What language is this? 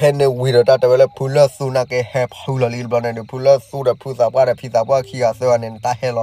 S'gaw Karen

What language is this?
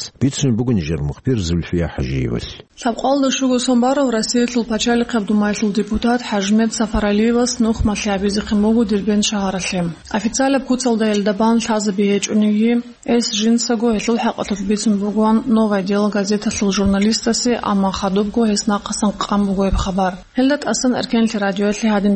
Avaric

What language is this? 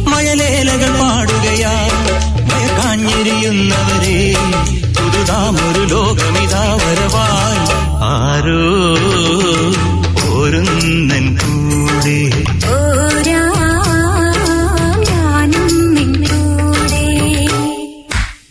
Malayalam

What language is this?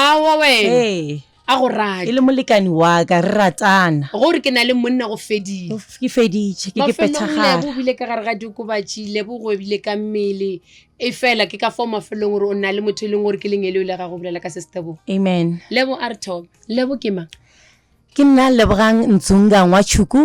Northern Sotho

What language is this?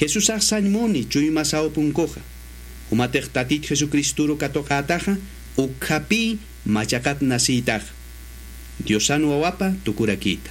Aymara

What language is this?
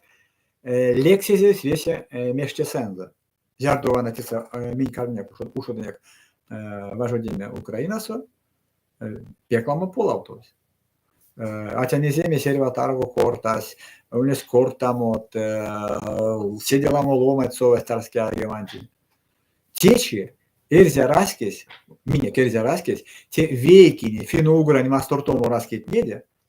Erzya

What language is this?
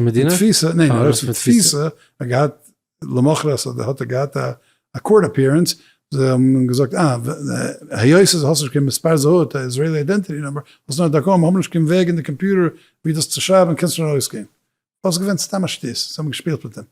Yiddish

